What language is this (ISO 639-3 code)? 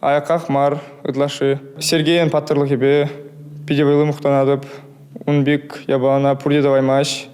chv